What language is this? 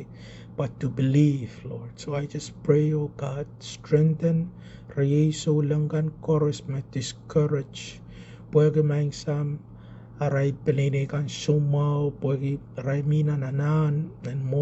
Pohnpeian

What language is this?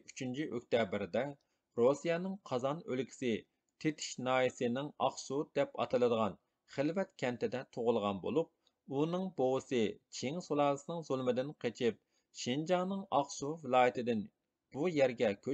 Uyghur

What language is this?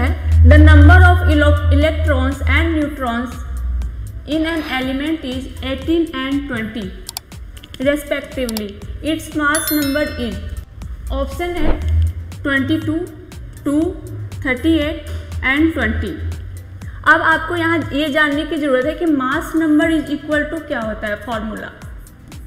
Hindi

